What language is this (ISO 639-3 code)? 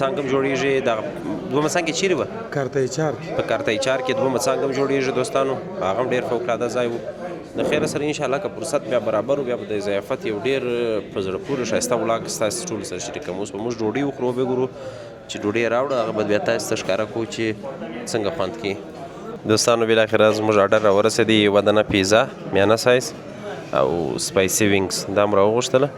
pus